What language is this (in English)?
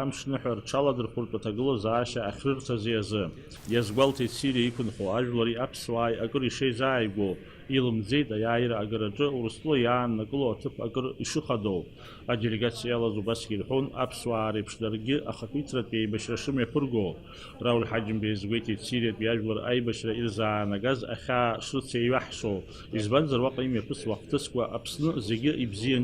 Abkhazian